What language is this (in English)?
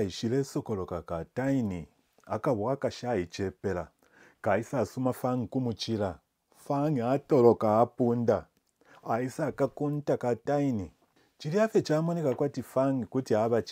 Bemba